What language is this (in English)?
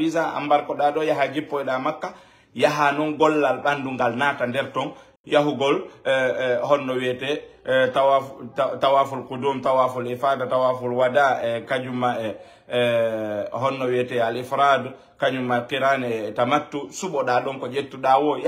Fula